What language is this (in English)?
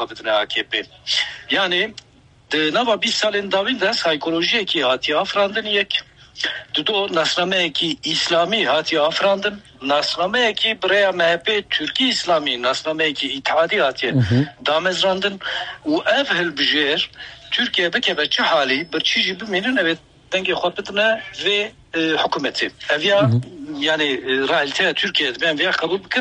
Kurdish